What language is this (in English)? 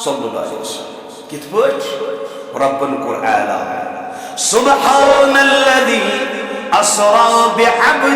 Kashmiri